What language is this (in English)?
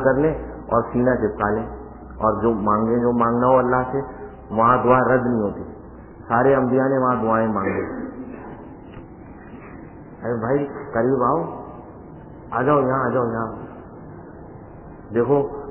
Urdu